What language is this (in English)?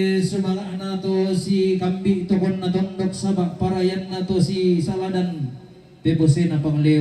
Toraja-Sa'dan